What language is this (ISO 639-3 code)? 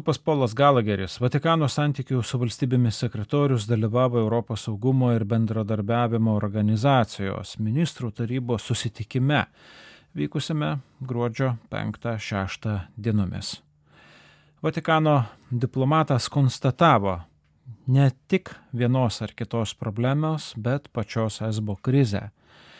lit